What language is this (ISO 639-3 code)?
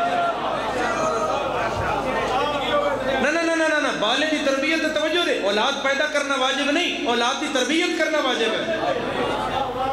urd